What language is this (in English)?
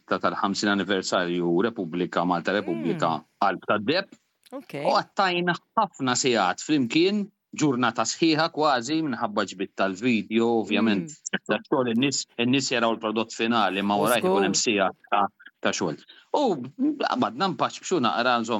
Maltese